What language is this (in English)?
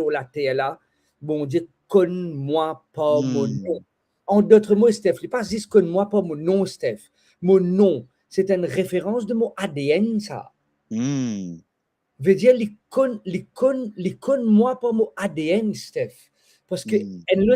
Morisyen